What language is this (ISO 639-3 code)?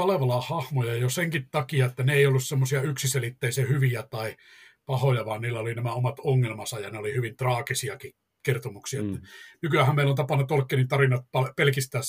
fin